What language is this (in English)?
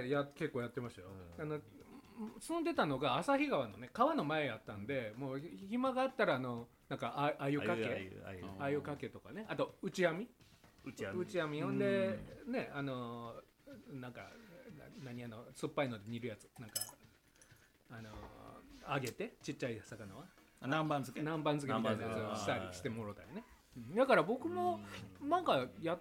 Japanese